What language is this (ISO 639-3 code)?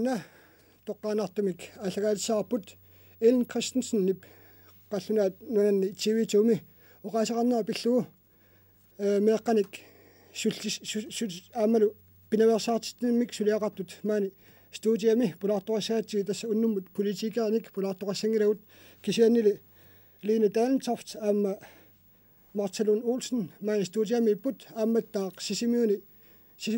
kal